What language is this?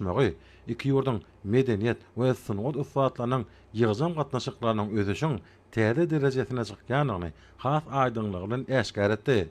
Turkmen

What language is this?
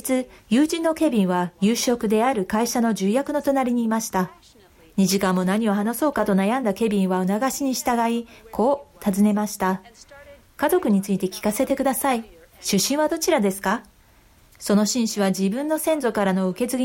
Japanese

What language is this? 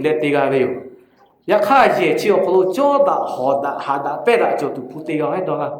Lahu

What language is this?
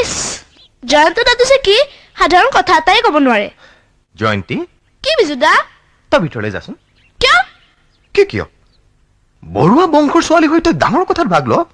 Assamese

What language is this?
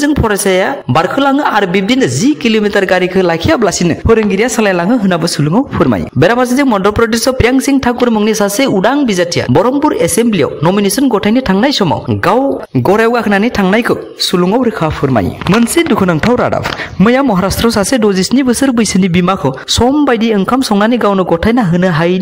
Bodo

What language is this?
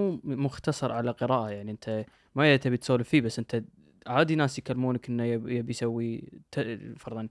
Najdi Arabic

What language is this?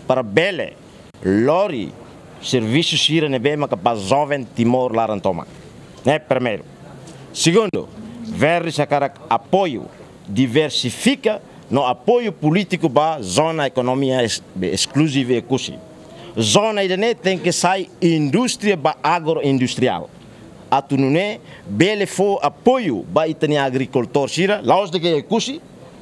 Tetum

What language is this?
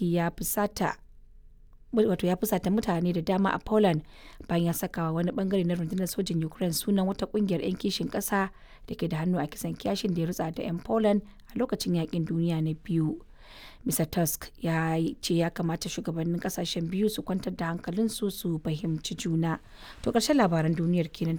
Hausa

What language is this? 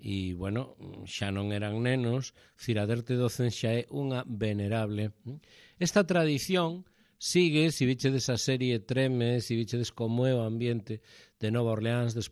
Galician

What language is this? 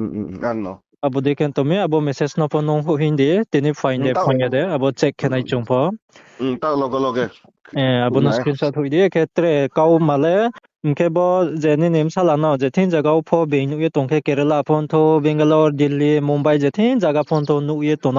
Riang (India)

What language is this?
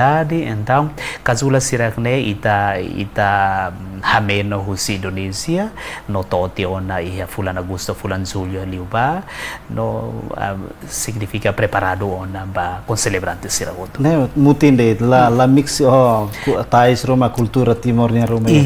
Tetum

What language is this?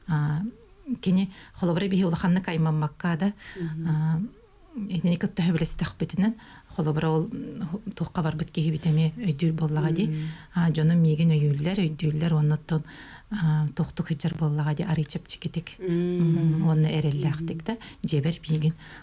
Yakut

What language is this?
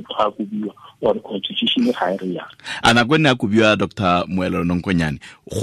Tswana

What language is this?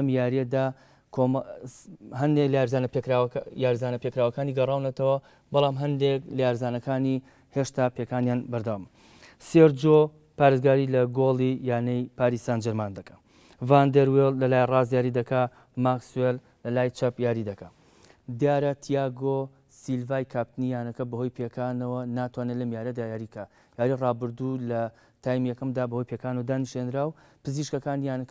Central Kurdish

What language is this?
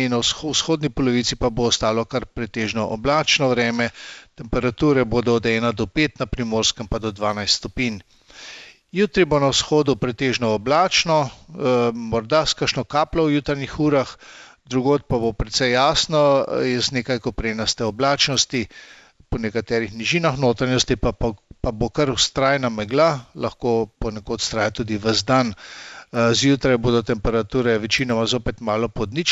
Slovenian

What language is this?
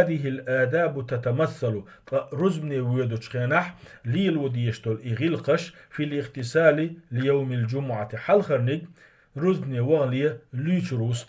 Chechen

